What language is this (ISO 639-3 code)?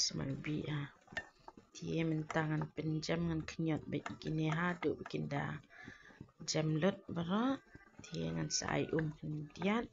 kha